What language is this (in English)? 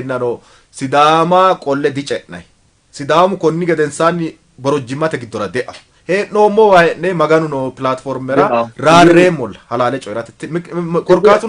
Sidamo